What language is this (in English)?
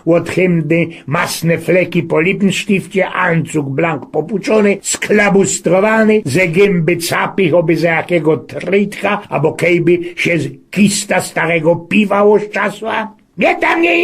Silesian